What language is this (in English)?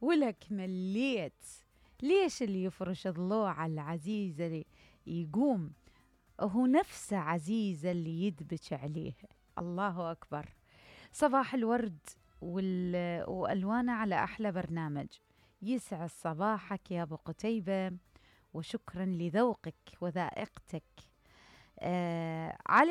Mesopotamian Arabic